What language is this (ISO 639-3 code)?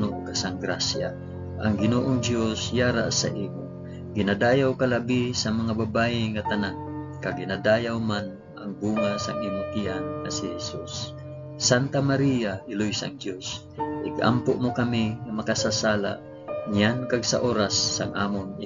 hil